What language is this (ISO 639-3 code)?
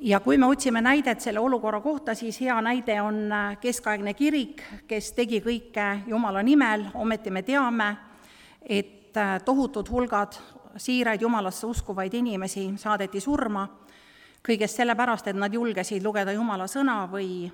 est